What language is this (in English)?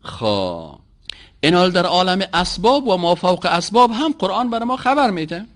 Persian